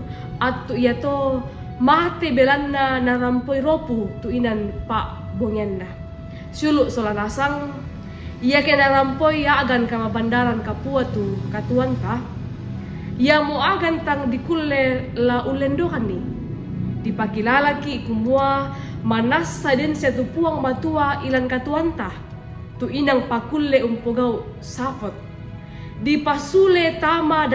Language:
Toraja-Sa'dan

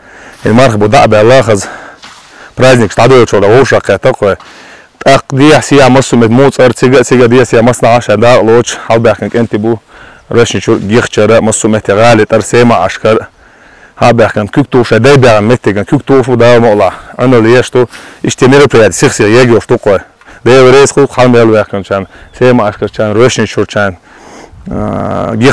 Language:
Chechen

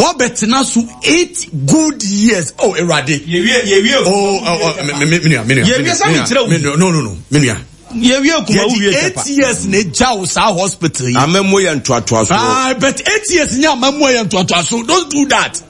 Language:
Akan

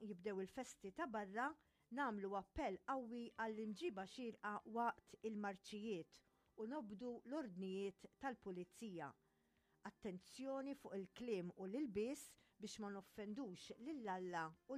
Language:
Maltese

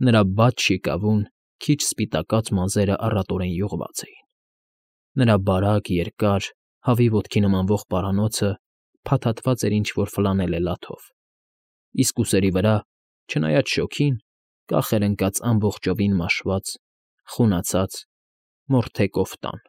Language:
Armenian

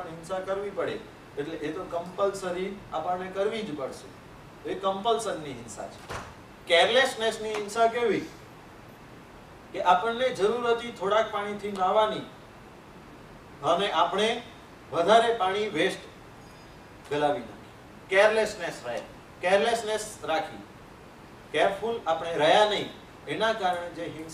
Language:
Gujarati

